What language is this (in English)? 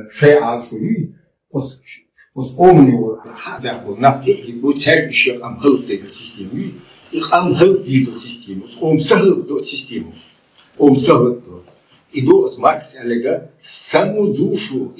Chechen